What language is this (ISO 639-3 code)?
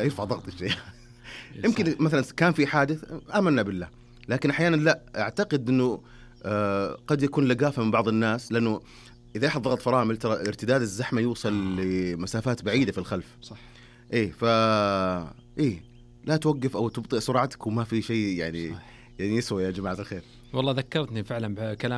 ars